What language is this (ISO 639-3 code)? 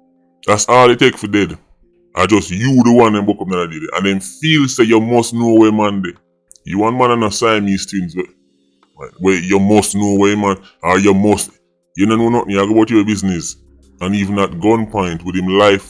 jam